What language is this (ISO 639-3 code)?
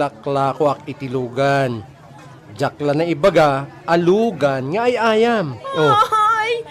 ilo